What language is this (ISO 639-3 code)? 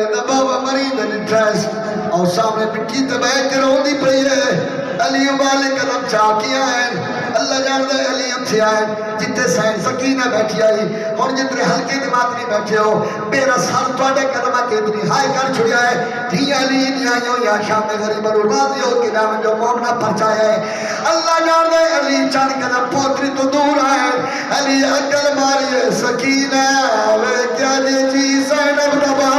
skr